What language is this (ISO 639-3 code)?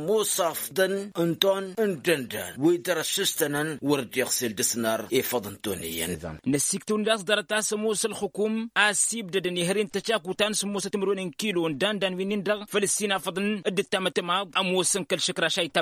taq